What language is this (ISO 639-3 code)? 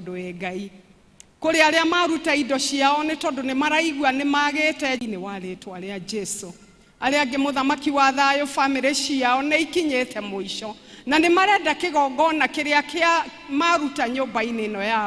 kik